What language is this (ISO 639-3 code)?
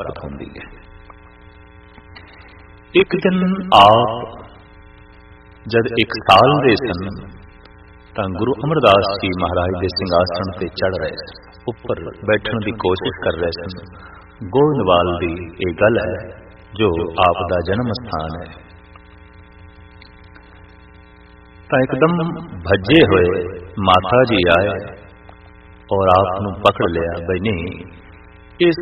pan